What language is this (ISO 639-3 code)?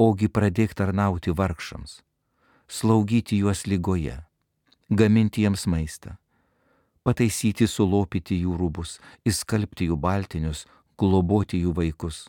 lit